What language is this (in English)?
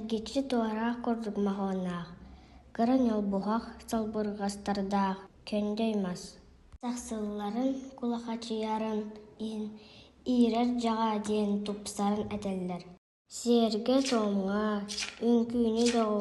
Yakut